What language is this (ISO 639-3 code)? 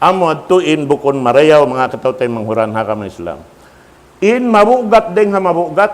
tsg